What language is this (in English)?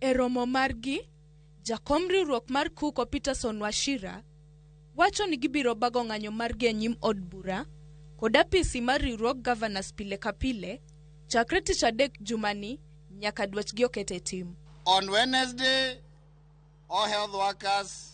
Luo (Kenya and Tanzania)